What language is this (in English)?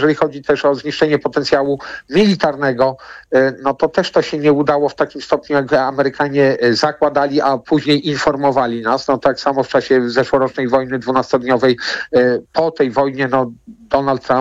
Polish